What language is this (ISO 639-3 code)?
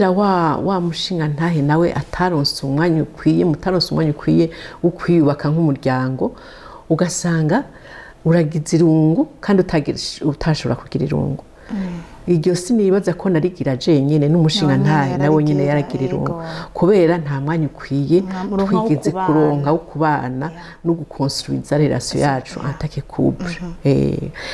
run